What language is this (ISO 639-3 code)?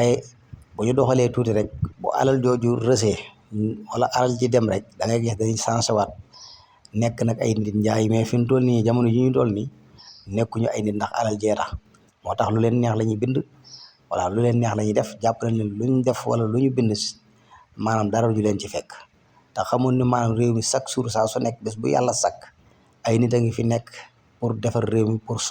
wol